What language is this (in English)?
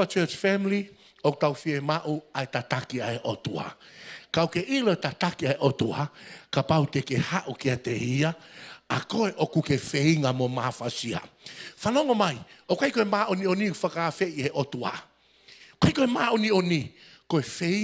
Tongan